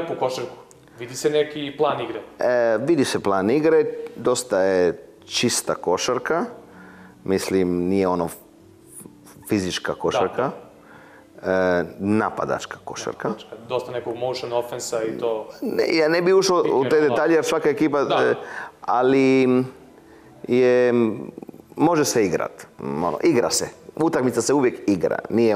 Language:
Croatian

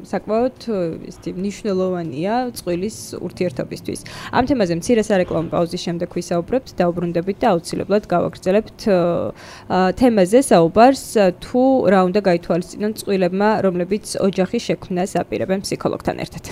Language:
Georgian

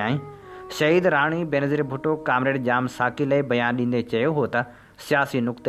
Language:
Sindhi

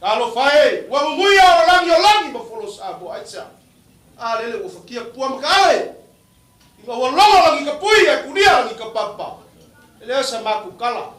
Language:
Samoan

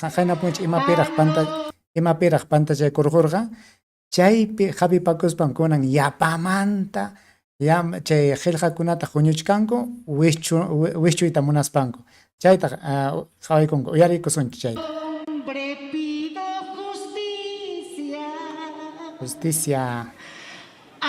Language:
Ayacucho Quechua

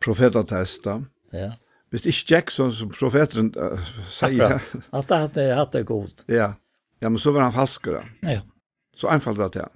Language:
Faroese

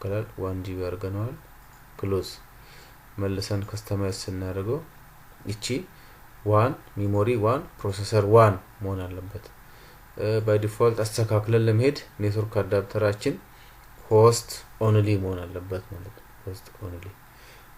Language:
Amharic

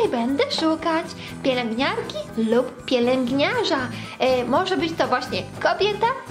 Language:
Polish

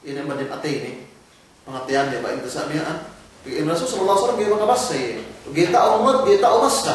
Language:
Yakan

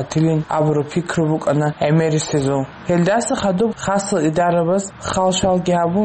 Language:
Avaric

